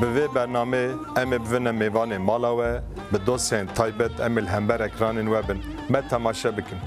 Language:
Kurdish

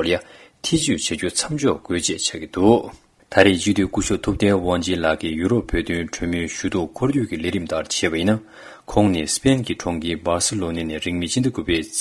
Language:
Tibetan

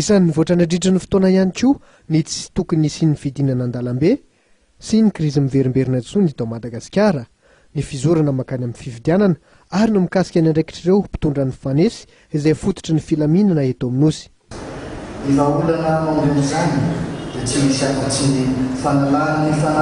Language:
Malagasy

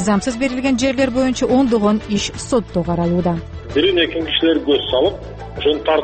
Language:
Kyrgyz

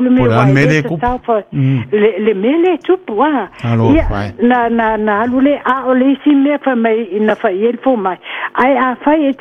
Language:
Samoan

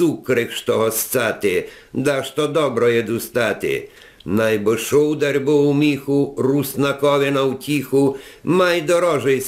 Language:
Rusyn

